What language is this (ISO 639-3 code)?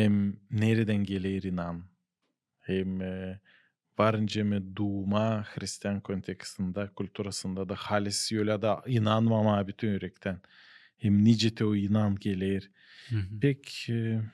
gag